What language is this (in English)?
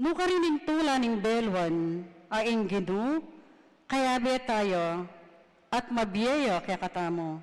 Pampanga